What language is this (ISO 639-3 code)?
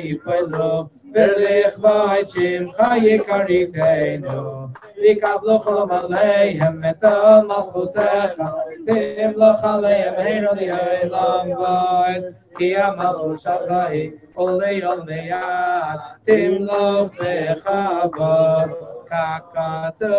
heb